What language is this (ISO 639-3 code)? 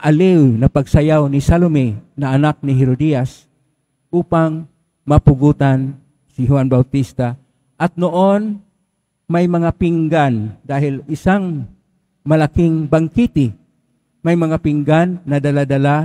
fil